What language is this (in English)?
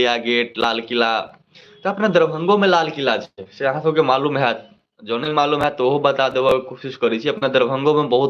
Maithili